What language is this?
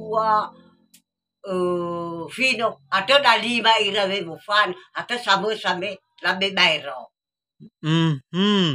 Nias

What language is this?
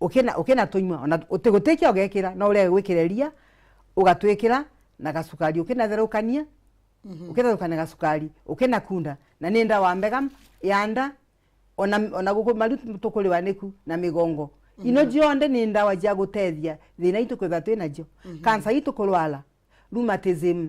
Meru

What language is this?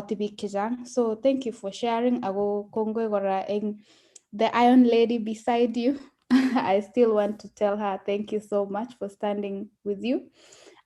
Kalenjin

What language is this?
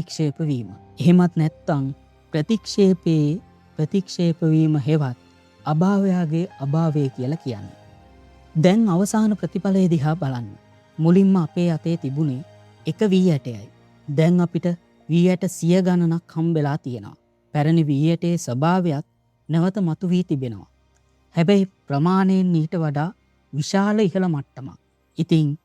Sinhala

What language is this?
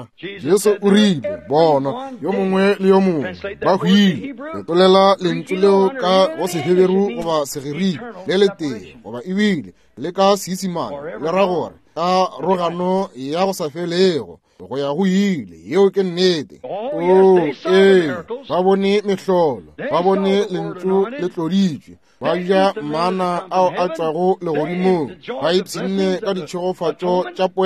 Northern Sotho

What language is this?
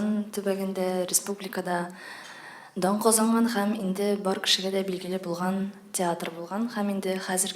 Tatar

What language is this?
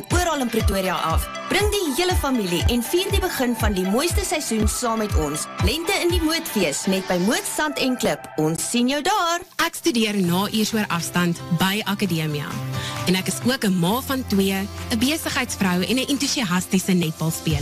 Afrikaans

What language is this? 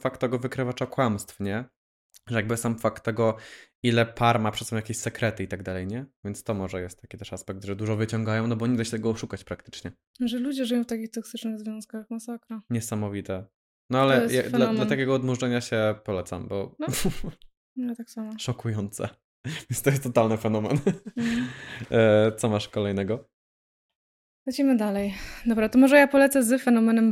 Polish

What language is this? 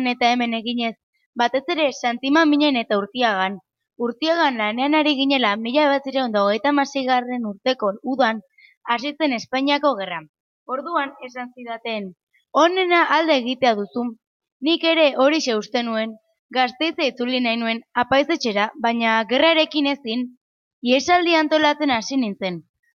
Basque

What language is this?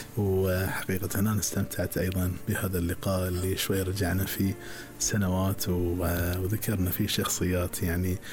Gulf Arabic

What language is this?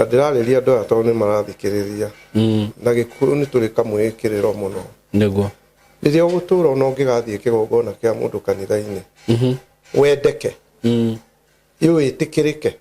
Kikuyu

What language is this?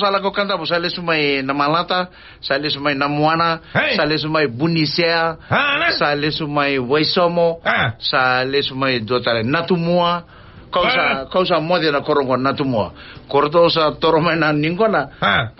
Fijian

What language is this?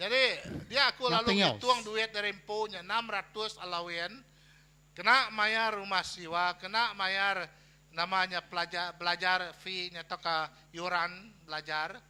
Iban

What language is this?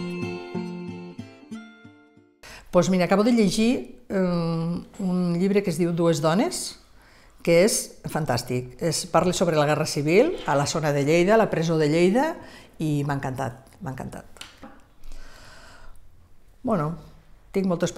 Catalan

